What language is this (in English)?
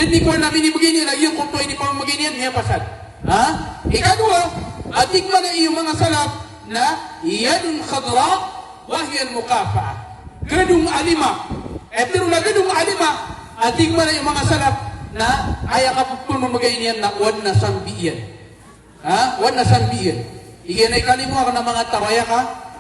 Maranao